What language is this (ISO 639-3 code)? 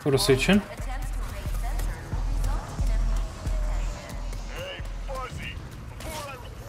tur